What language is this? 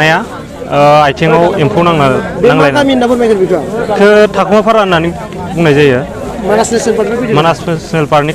Bodo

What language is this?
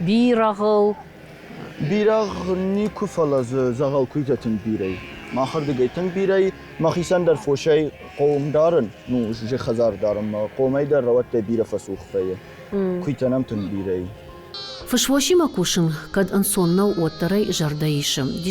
Ossetic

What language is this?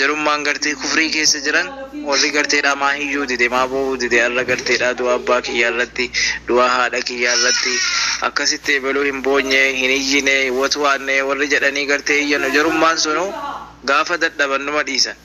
Oromo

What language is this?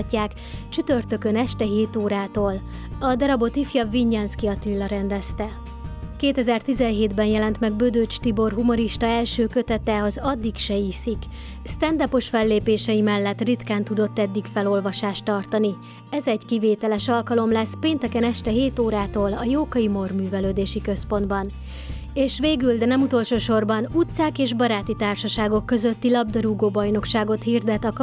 Hungarian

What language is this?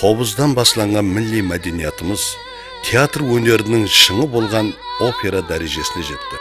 Kara-Kalpak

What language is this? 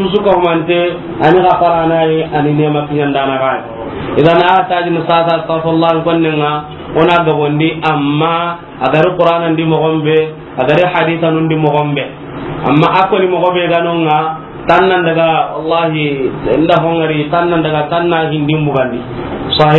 Soninke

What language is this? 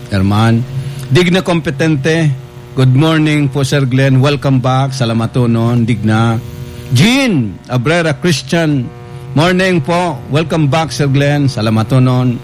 Bikol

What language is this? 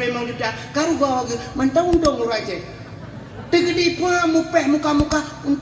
Achinese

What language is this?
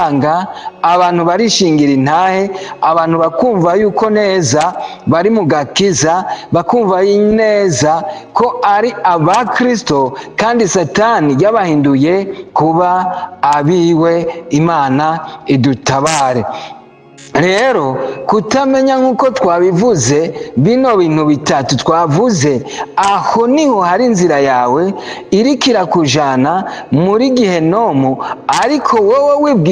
Rundi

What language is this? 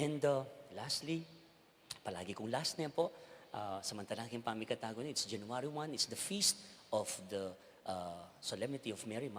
Pampanga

